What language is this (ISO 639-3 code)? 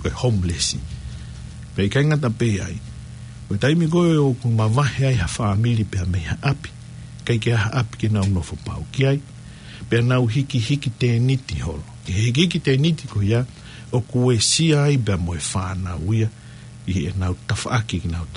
ton